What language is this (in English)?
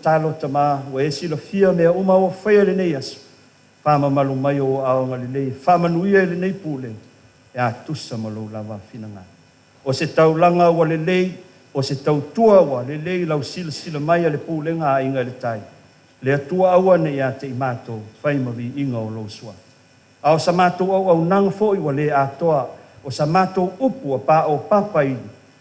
Samoan